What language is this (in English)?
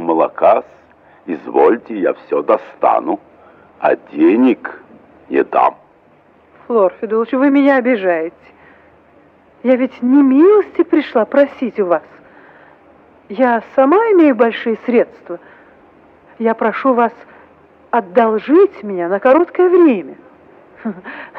Russian